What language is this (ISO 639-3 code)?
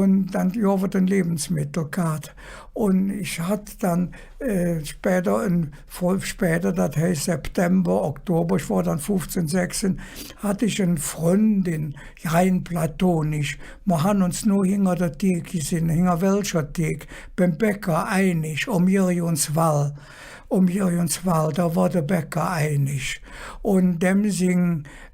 ksh